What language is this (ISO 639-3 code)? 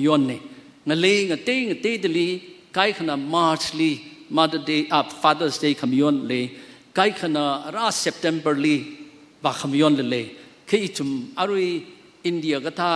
nmf